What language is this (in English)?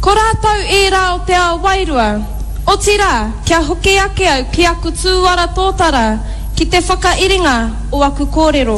Māori